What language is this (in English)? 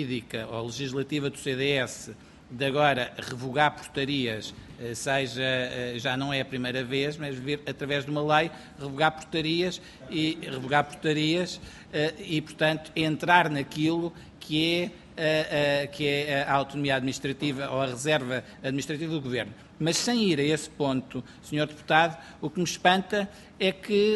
Portuguese